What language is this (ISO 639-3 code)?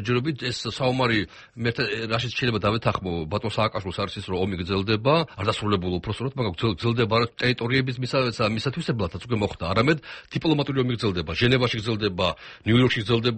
kat